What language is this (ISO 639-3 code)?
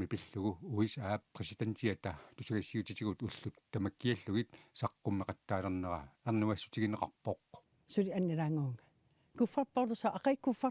kal